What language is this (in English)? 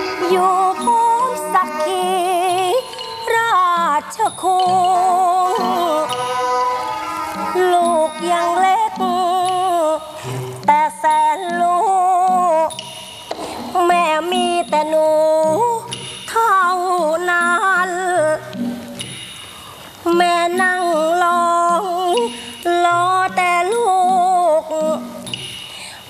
Thai